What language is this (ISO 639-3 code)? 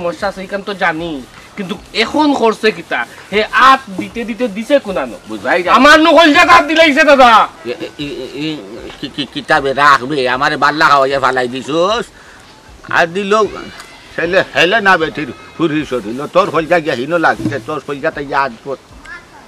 syl